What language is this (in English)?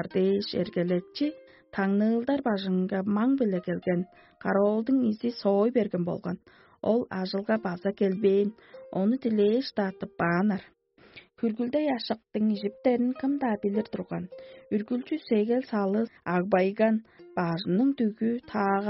Tuvinian